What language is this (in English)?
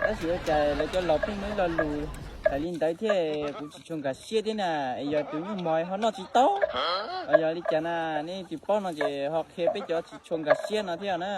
Hmong